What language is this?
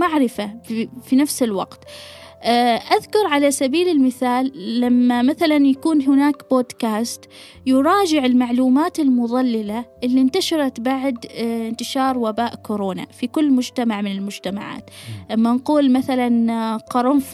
Gulf Arabic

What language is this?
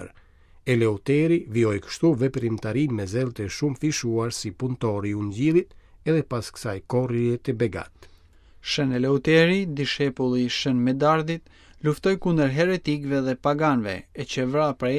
Albanian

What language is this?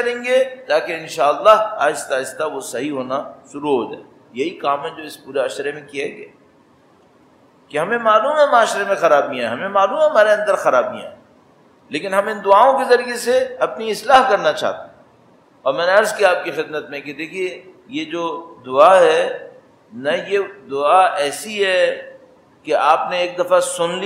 Urdu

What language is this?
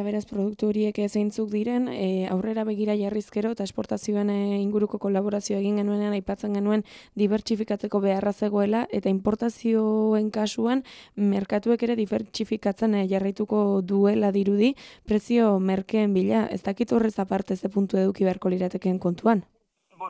Basque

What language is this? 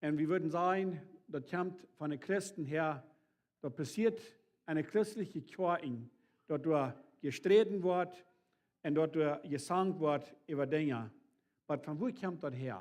Plautdietsch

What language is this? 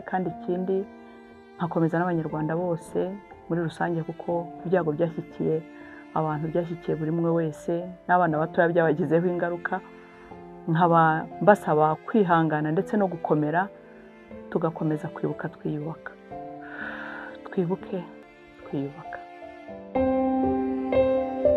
Kinyarwanda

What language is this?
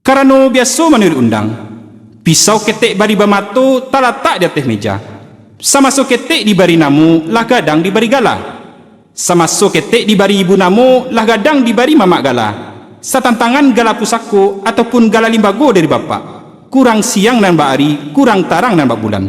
Minangkabau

